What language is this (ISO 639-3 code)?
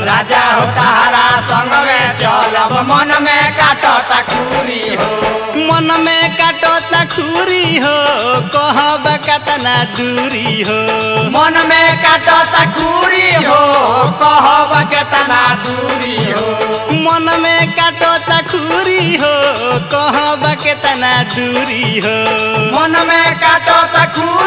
bho